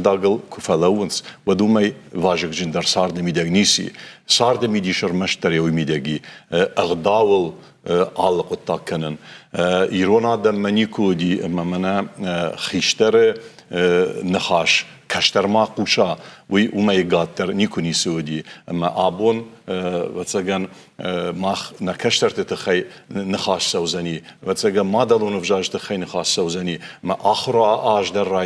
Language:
Ossetic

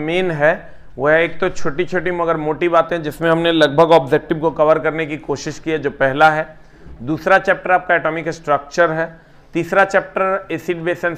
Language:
Hindi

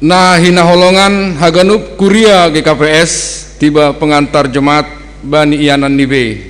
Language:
Batak Simalungun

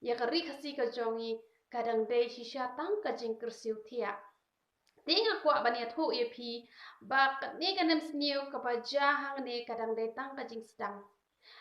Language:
Khasi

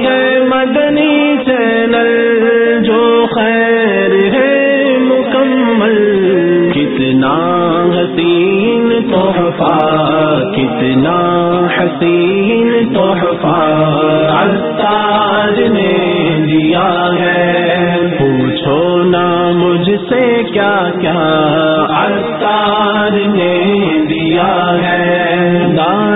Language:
Urdu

